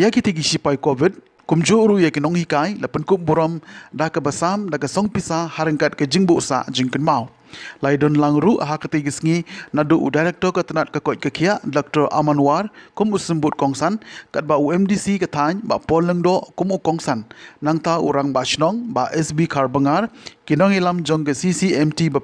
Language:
Khasi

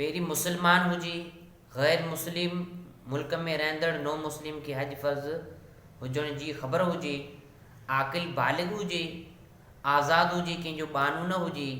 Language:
Sindhi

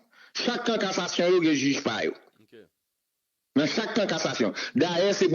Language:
Haitian Creole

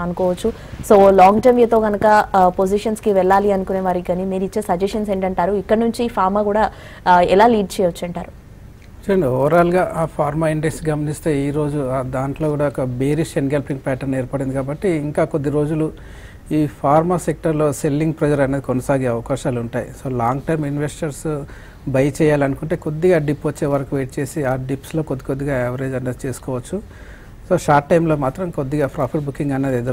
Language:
Telugu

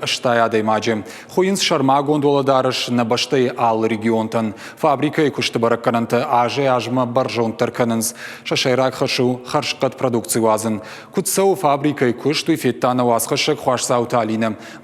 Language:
Ossetic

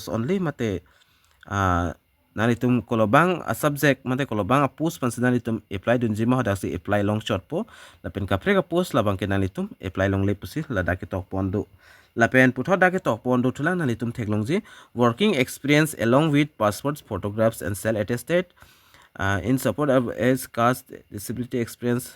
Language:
Karbi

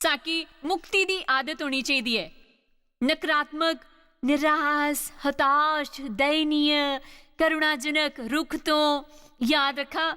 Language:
Dogri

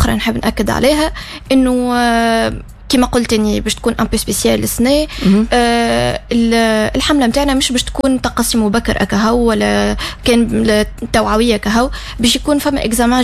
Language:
Tunisian Arabic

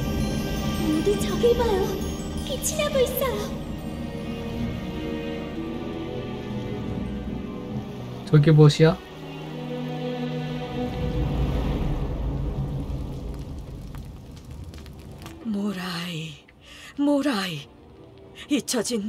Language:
Korean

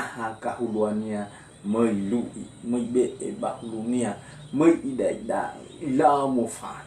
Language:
Nias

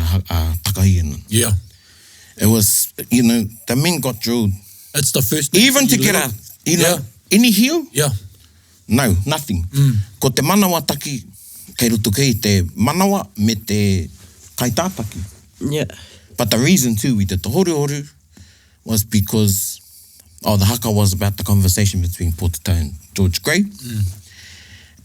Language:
Māori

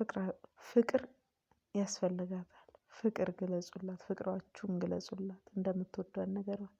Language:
Amharic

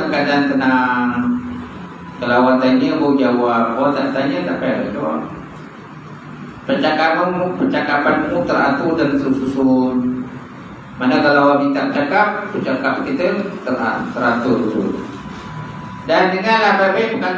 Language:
Malay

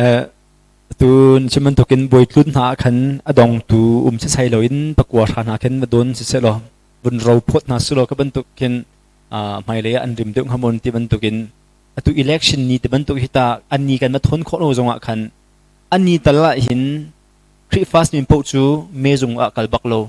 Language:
Hakha Chin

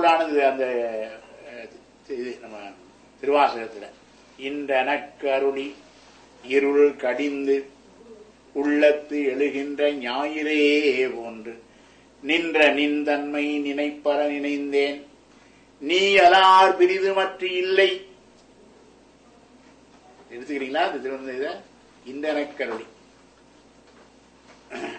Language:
Tamil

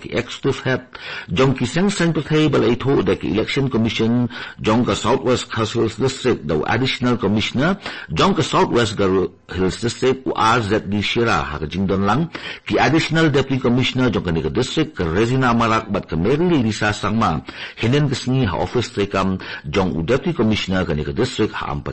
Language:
Khasi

